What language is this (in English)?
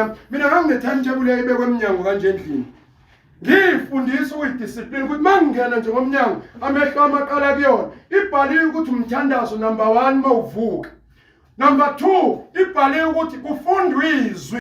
Zulu